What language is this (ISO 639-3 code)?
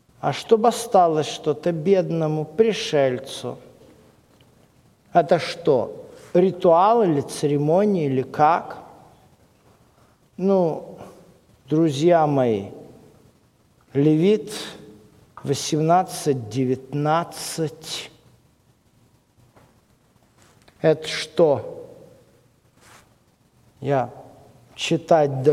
rus